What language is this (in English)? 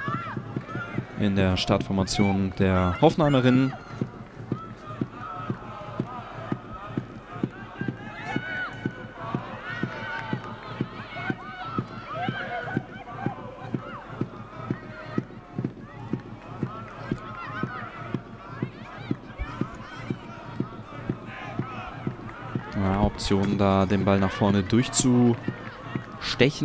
German